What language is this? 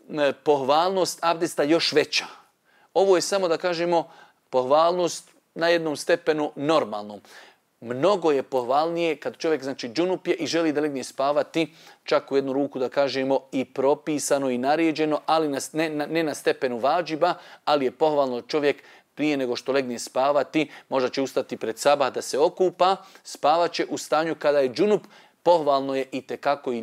Bosnian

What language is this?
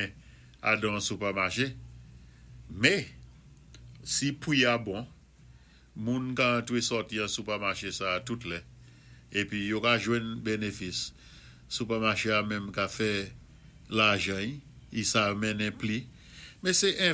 Saint Lucian Creole French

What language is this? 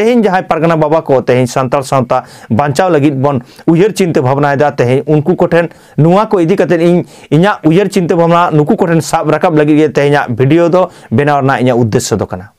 Santali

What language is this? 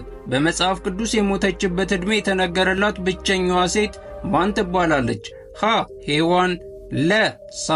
Amharic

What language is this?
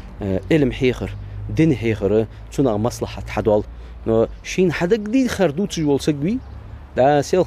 Ingush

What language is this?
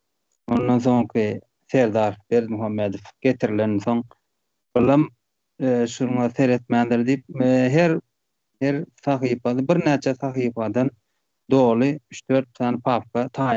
Turkmen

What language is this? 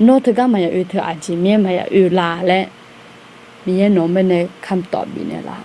Akha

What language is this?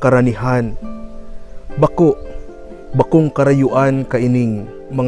Bikol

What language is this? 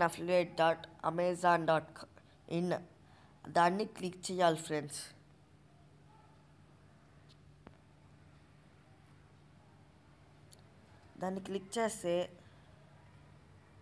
Telugu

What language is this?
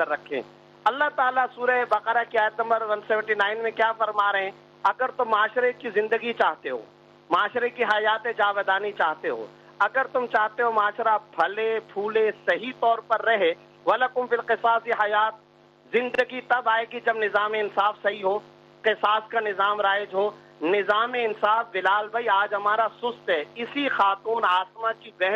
Urdu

